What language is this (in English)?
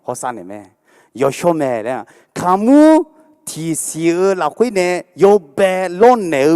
Akha